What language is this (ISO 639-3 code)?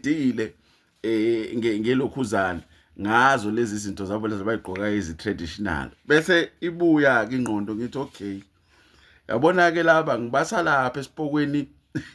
zul